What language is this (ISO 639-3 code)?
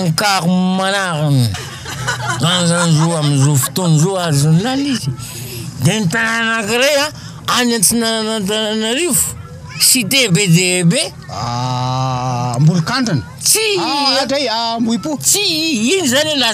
mlg